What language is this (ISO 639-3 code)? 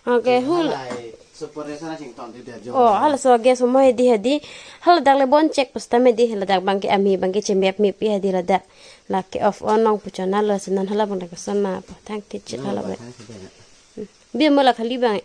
mjw